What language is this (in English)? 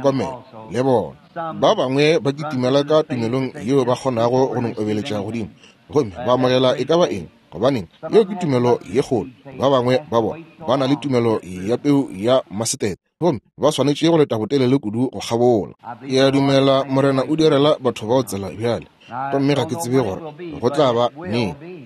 Northern Sotho